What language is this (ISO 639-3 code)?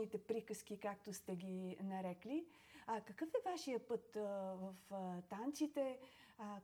bul